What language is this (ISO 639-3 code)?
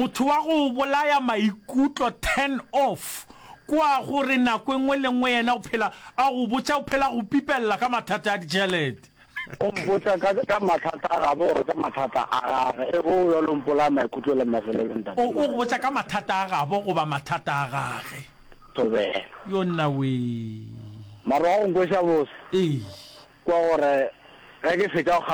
nso